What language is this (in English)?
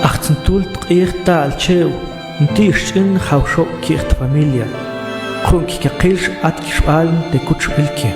Mam